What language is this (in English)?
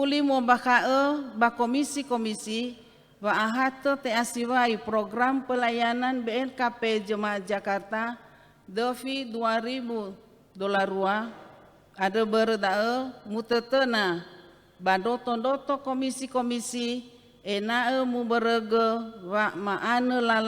Nias